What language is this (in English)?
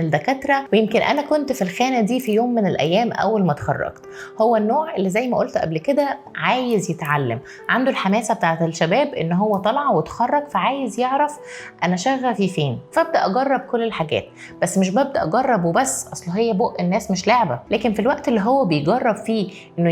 Egyptian Arabic